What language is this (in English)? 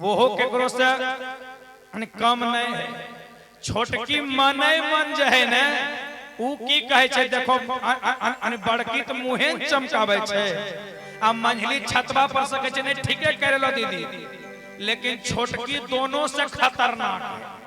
Magahi